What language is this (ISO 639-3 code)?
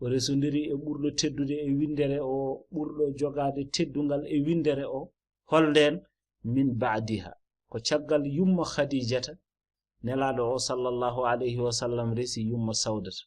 ful